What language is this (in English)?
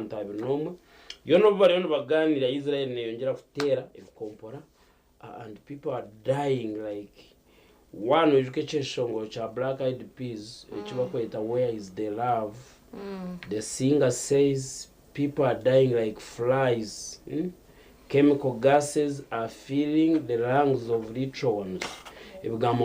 Nyankole